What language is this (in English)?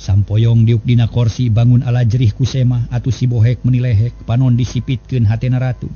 Sundanese